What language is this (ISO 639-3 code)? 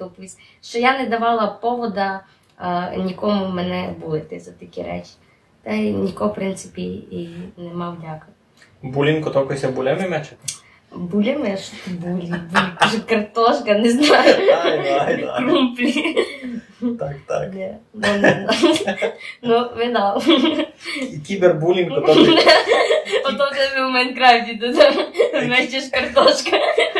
rue